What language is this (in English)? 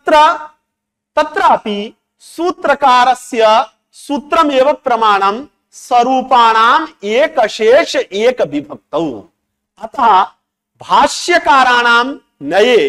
Sanskrit